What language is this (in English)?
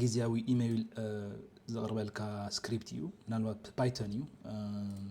Tigrinya